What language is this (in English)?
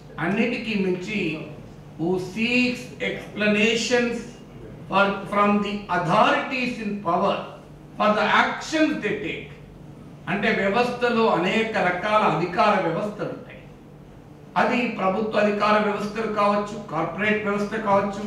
Telugu